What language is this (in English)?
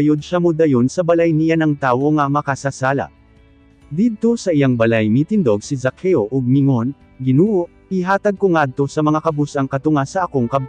Cebuano